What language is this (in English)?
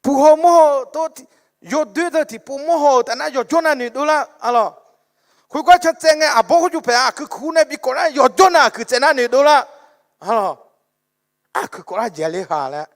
Akha